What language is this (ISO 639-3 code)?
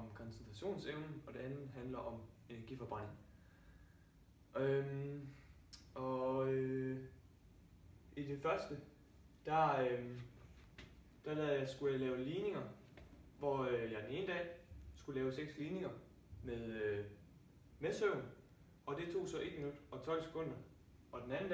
dan